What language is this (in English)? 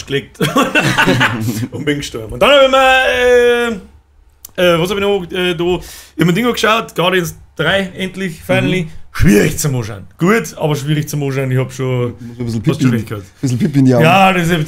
Bavarian